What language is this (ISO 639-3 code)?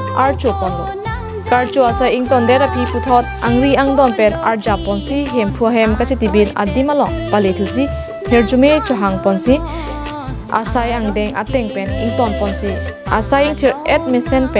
mjw